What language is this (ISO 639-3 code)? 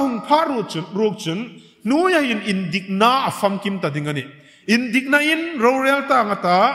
hmr